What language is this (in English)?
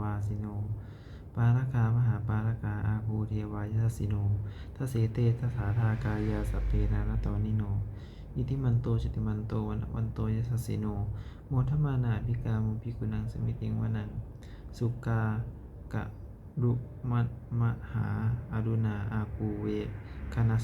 Pali